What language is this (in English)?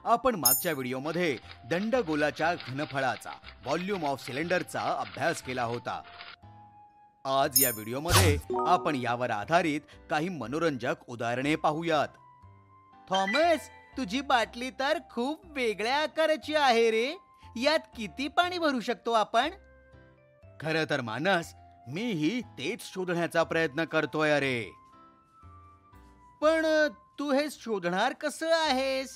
Marathi